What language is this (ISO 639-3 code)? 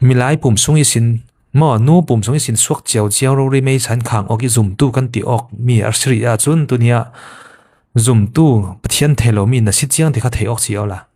cfm